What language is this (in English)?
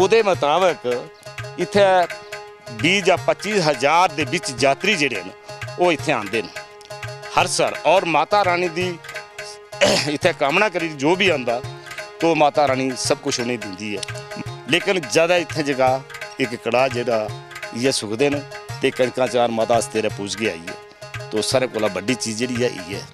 Dogri